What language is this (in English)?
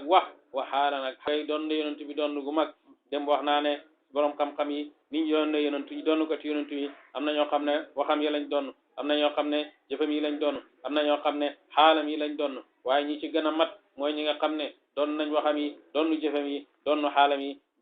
Wolof